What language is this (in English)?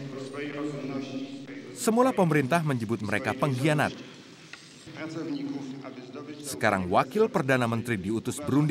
Indonesian